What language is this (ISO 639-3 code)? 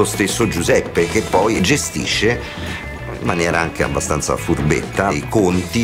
ita